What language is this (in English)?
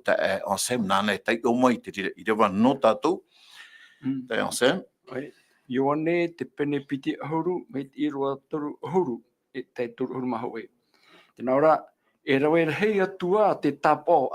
Tahitian